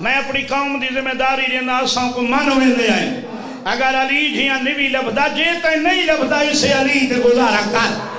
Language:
Saraiki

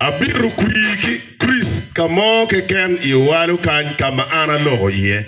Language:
Acoli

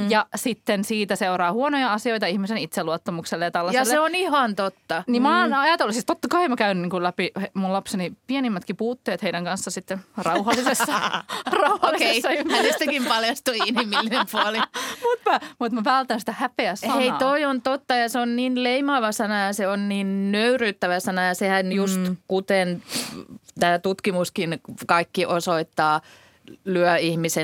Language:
Finnish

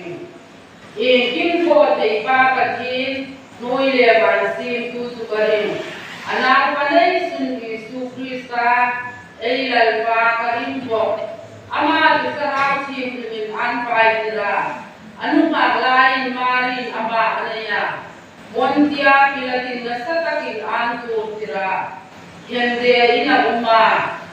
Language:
Hmar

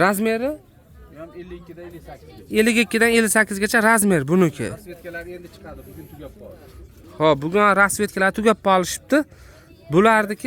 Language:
Uzbek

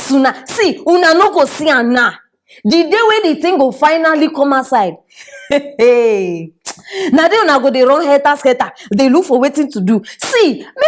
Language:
Nigerian Pidgin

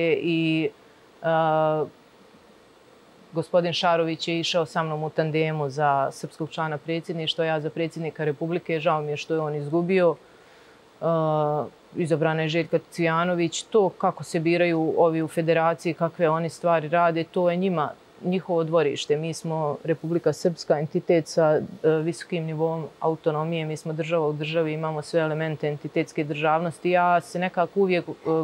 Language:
Serbian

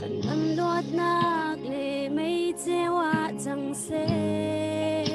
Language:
Hakha Chin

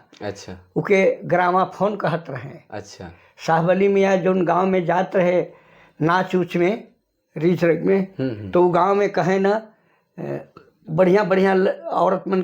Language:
Sadri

